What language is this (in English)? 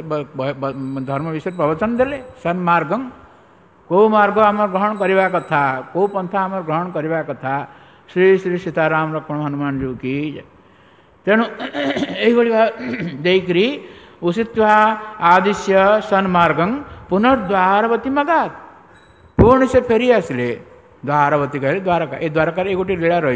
Odia